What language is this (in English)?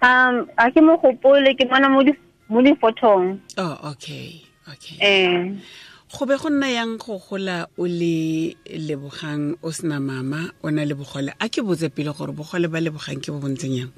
Tswana